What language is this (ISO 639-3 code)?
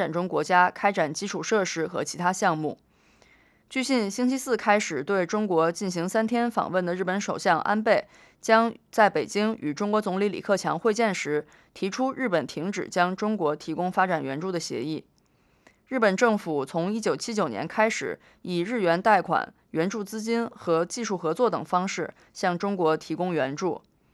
zho